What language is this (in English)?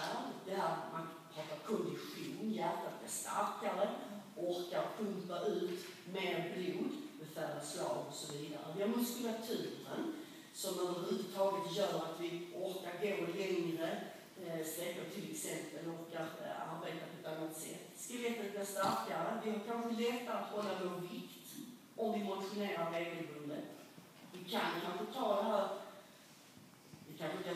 Swedish